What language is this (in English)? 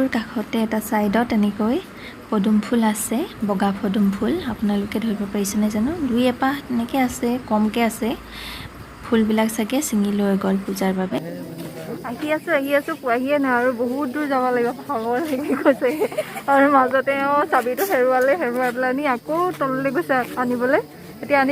Assamese